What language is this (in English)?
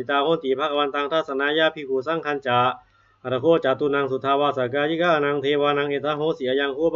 Pali